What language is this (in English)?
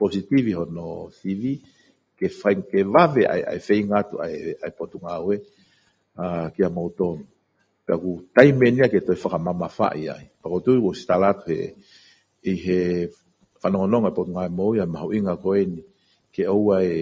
Tongan